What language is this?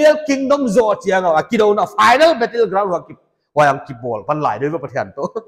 Paite Chin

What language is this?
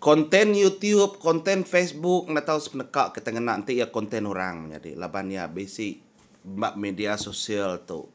Iban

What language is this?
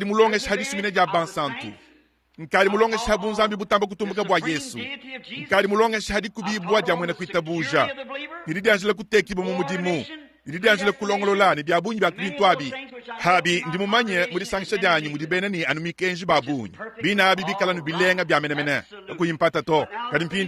Luba-Lulua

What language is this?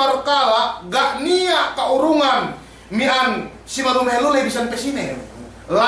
Yakan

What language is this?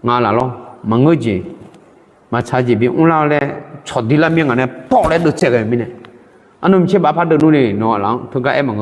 Akha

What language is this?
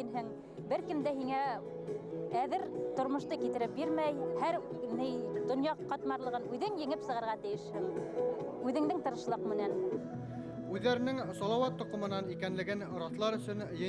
Bashkir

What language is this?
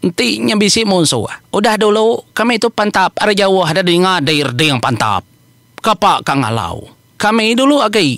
Iban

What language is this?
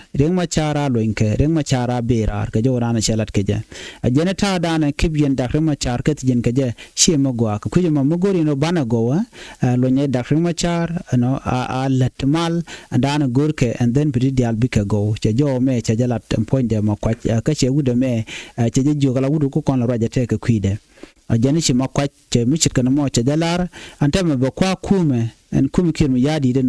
Nuer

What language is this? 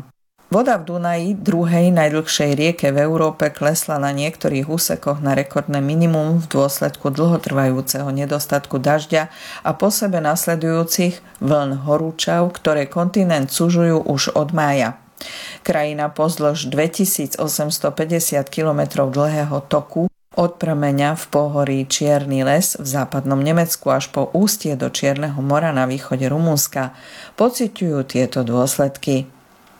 Slovak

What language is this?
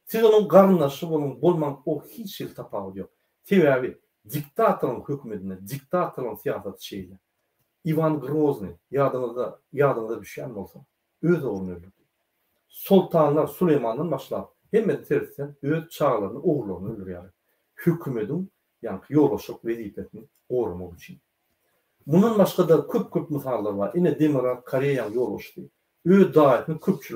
Turkmen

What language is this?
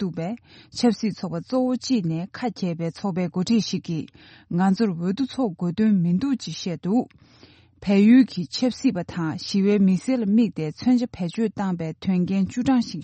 Tibetan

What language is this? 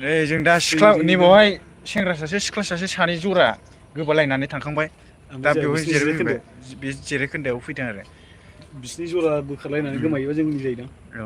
Bodo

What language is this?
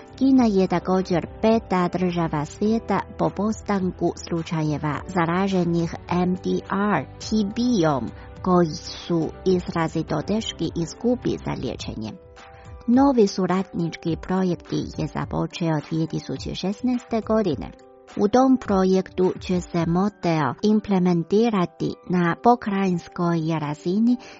Croatian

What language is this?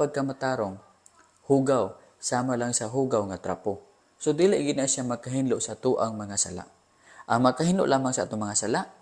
Cebuano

